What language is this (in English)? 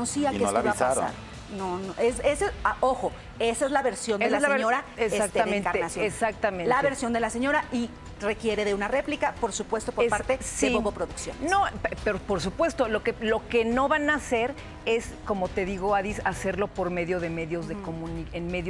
Spanish